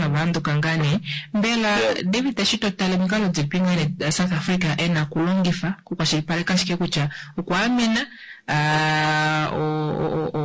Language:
Kuanyama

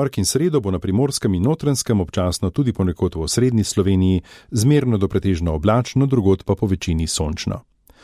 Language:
Slovenian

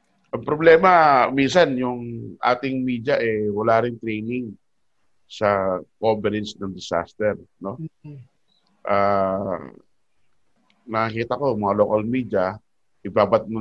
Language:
Filipino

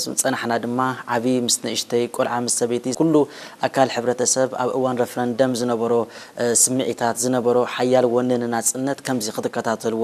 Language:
Tigrinya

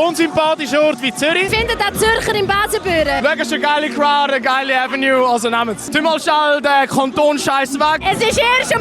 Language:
Swiss German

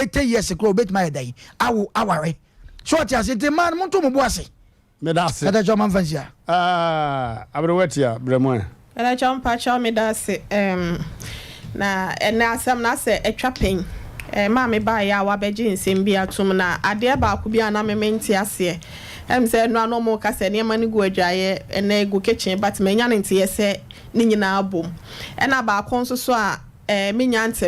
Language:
Akan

